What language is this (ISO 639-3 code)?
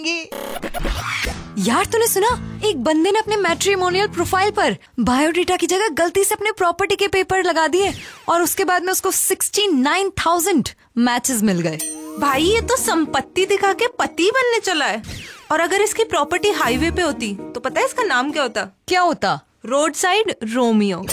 hin